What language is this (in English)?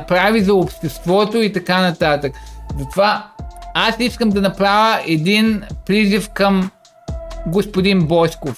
Bulgarian